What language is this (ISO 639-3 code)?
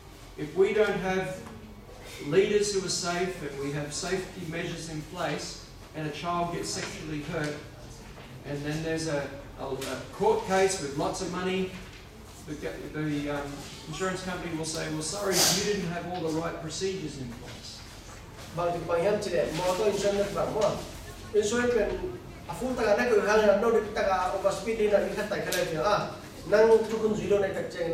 ctd